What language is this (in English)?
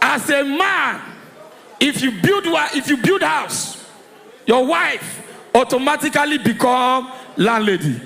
Nigerian Pidgin